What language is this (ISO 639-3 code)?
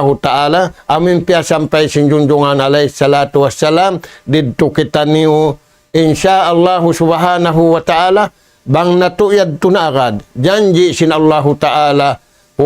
tsg